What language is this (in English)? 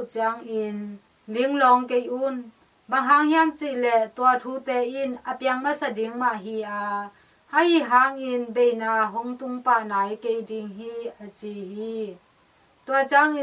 Tedim Chin